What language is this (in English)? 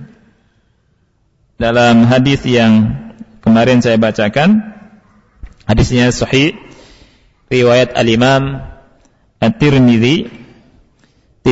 Indonesian